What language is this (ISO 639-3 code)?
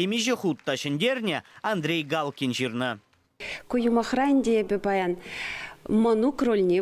chv